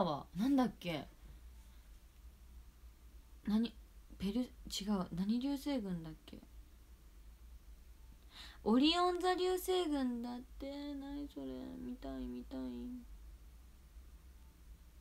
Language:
Japanese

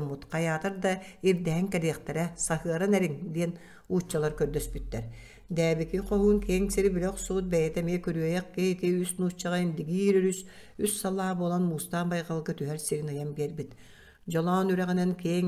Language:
Yakut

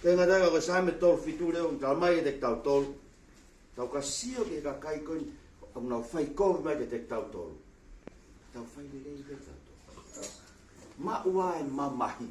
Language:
Tongan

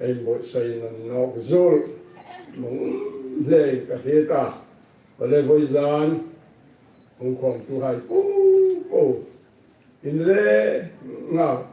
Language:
Hmar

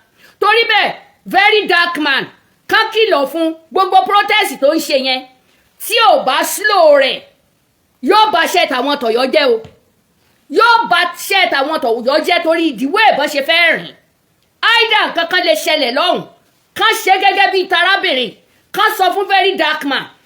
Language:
Yoruba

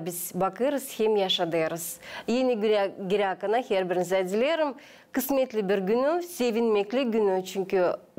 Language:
Gagauz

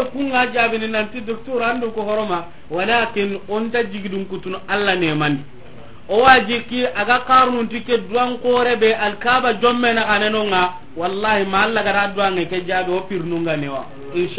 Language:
Soninke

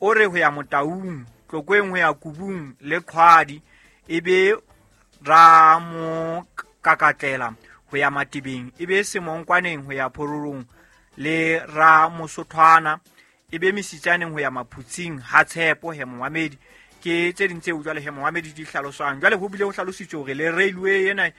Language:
Southern Sotho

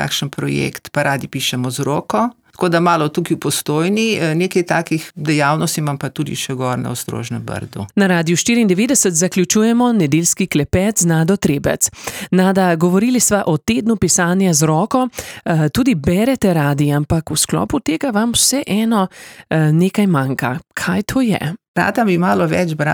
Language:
Slovenian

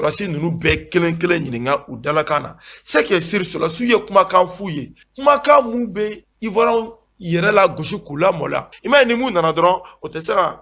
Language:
Bambara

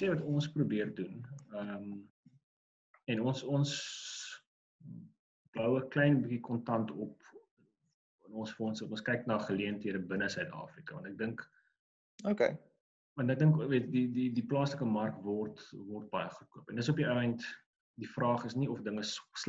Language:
Afrikaans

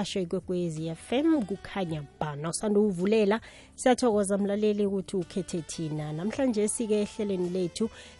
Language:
South Ndebele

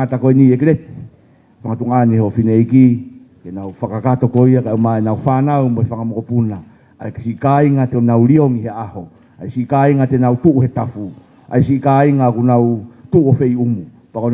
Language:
Tongan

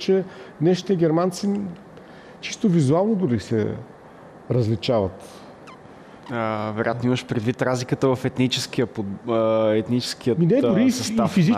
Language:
Bulgarian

